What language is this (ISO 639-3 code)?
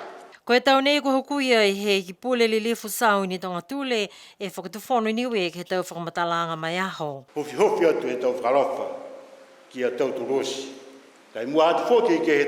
niu